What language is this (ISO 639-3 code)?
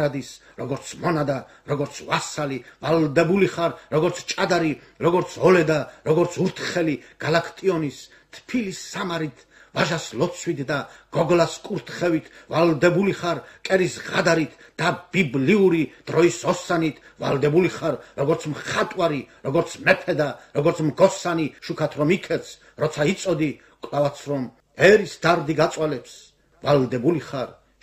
kat